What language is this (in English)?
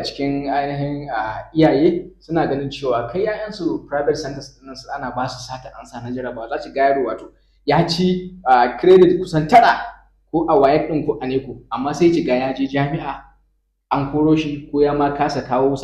Hausa